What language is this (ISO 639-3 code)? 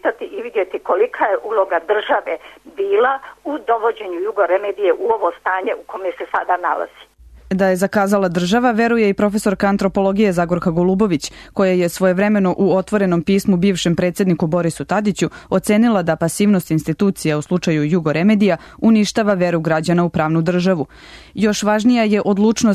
srp